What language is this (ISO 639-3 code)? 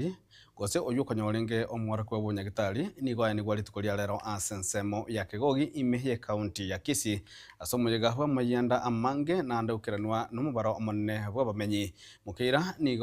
guz